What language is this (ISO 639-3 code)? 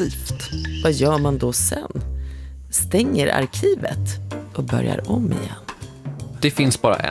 swe